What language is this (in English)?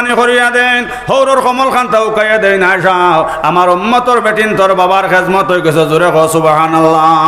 Sylheti